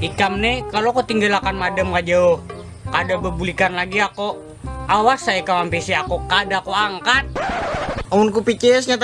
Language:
Banjar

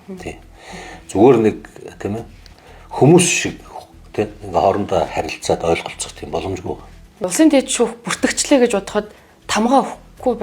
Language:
Mongolian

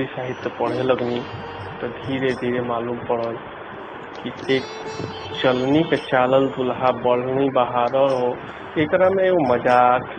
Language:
Bhojpuri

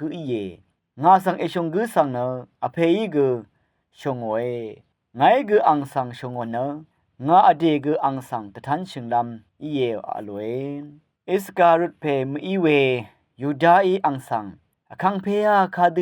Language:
Rawang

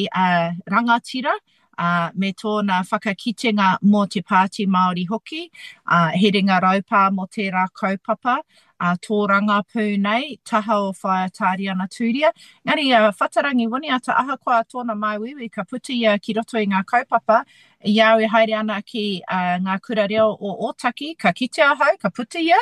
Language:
Māori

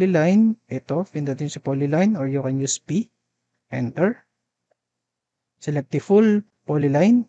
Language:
Filipino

